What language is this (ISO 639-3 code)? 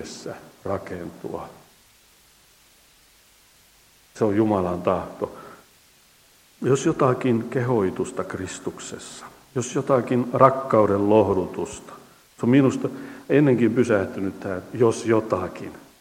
fin